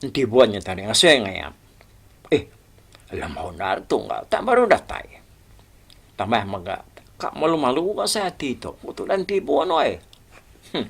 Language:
Iban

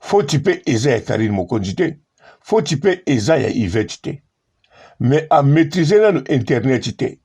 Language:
Lingala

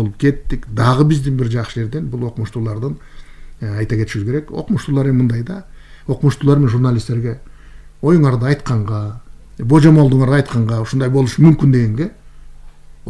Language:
Kyrgyz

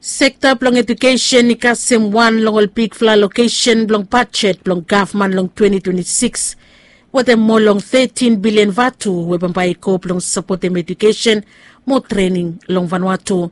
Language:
Bislama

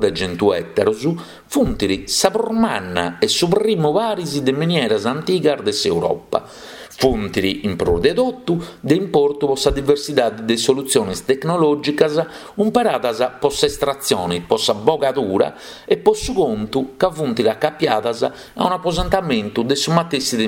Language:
Sardinian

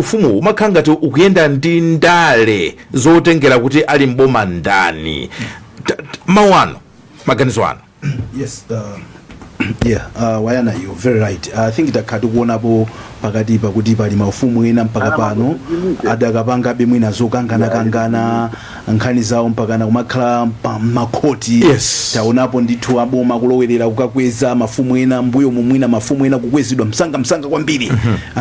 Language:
Nyanja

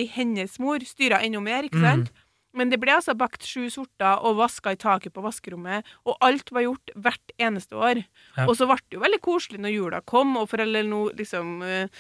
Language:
Norwegian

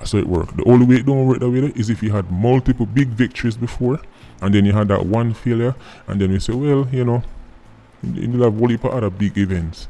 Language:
Jamaican Creole English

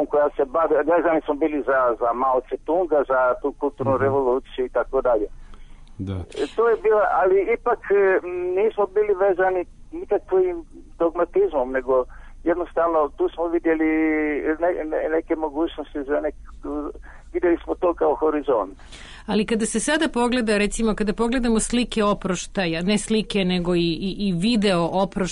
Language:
Serbian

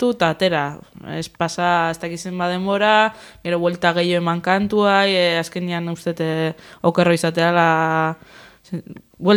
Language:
Basque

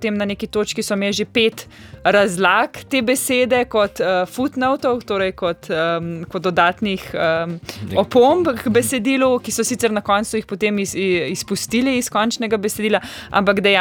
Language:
Slovenian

